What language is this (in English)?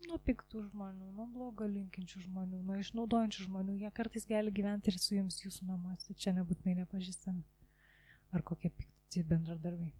Lithuanian